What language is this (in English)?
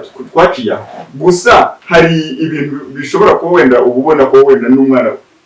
Kinyarwanda